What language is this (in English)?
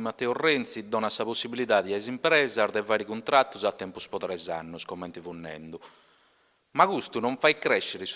Sardinian